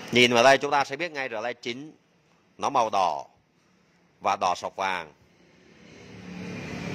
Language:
Vietnamese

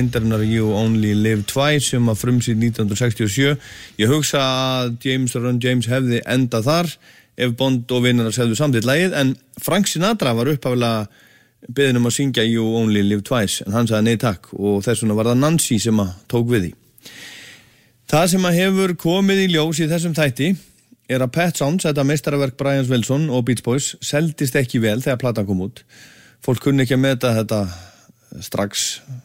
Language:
Icelandic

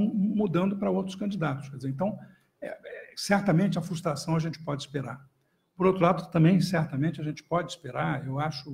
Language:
Portuguese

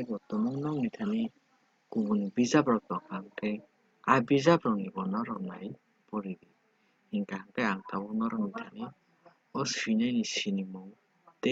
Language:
Kok Borok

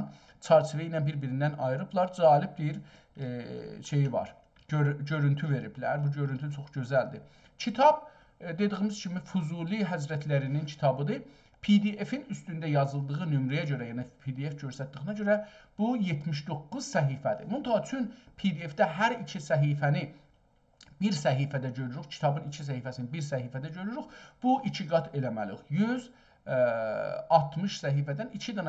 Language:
South Azerbaijani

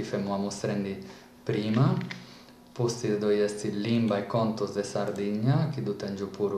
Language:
Sardinian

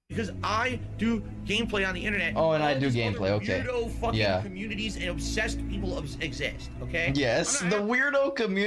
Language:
English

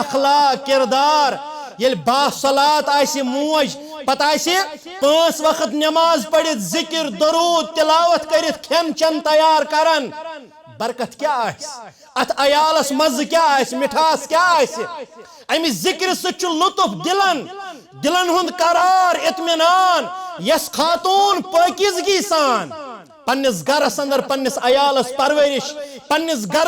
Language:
Kashmiri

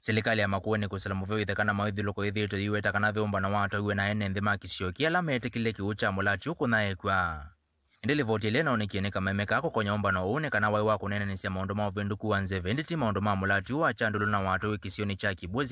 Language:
Kamba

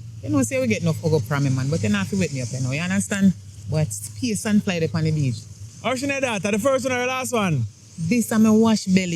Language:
Jamaican Creole English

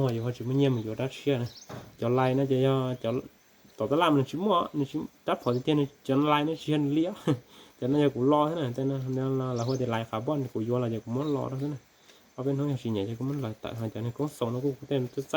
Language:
Hmong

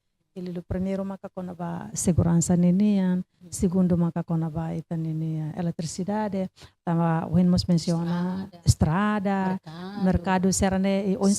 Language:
Tetum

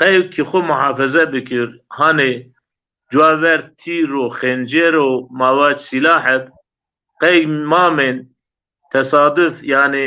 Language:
Zaza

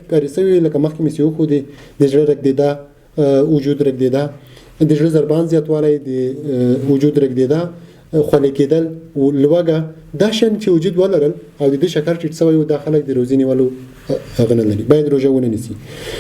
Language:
Pashto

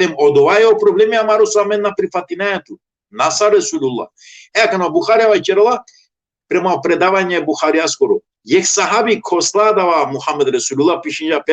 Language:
Balkan Romani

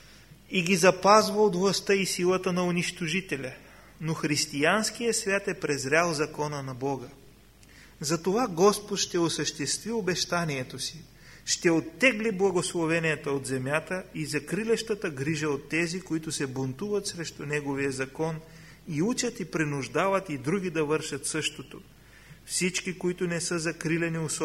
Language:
Bulgarian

